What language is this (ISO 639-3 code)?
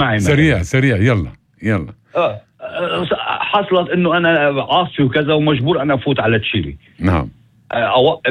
apc